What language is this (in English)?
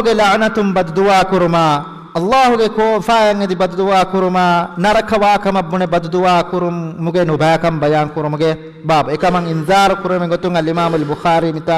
Divehi